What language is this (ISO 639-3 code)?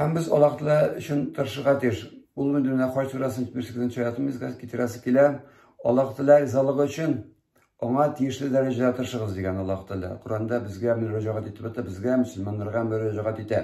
tat